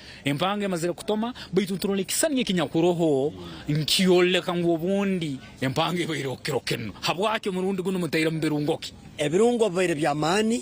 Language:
Nyankole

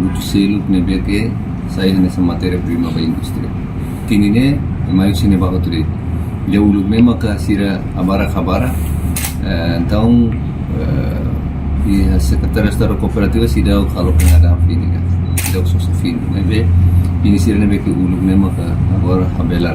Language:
Tetum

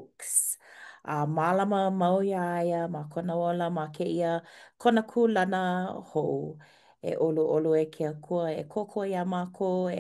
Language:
Hawaiian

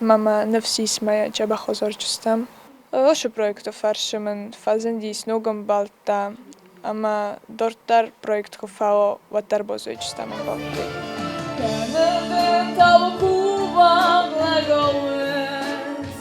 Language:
Ossetic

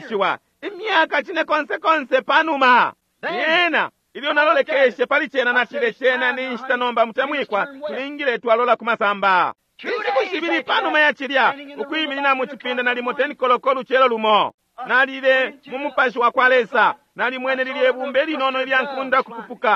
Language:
Bemba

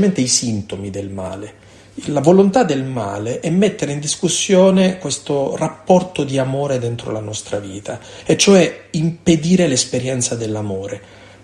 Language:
Italian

